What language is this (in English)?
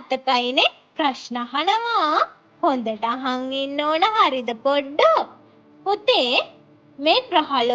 Sinhala